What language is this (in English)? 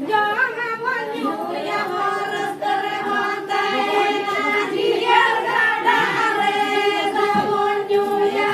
Santali